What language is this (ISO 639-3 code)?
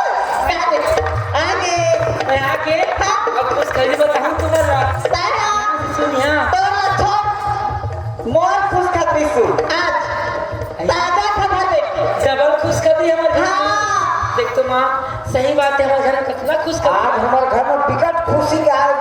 hne